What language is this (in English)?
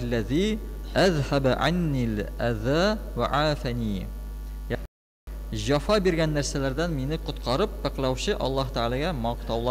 Tatar